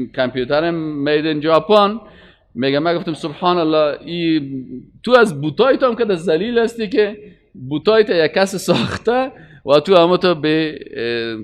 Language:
Persian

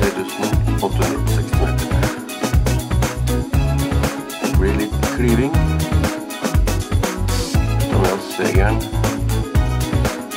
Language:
Norwegian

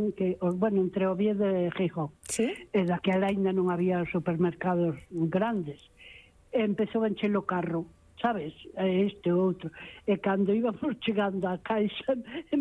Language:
Galician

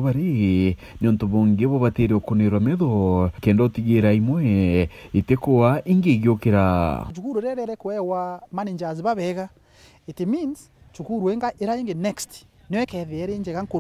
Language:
Meru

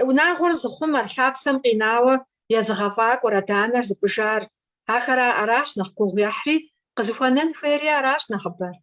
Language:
Kabardian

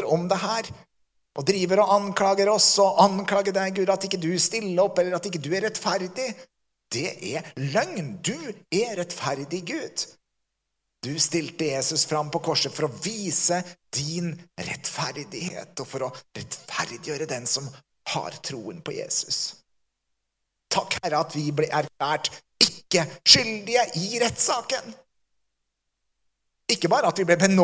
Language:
Norwegian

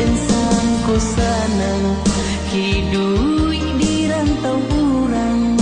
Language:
Minangkabau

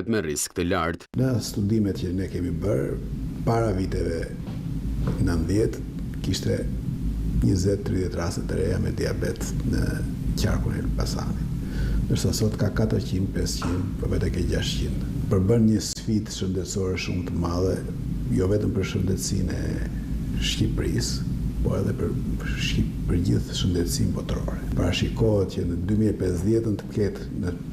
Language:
Albanian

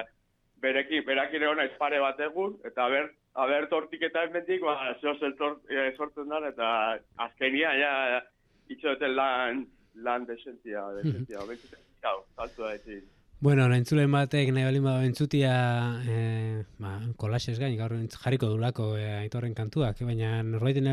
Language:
Basque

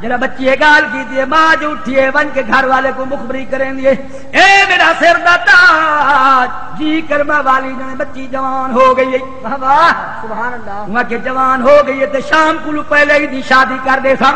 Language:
Saraiki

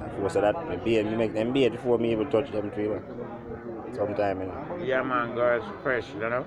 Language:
Jamaican Creole English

